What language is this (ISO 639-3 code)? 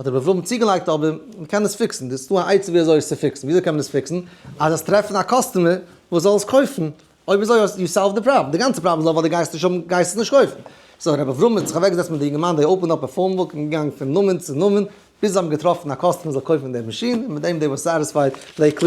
yid